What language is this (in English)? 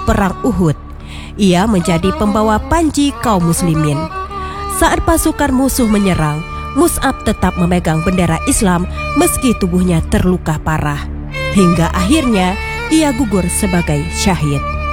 Indonesian